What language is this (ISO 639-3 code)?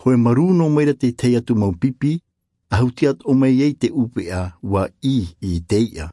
tah